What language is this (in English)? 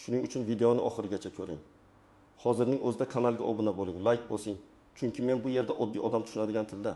Uzbek